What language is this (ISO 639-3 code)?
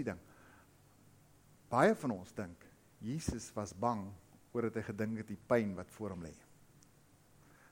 afr